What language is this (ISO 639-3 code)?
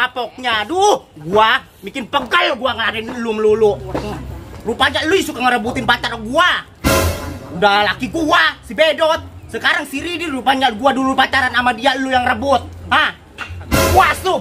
bew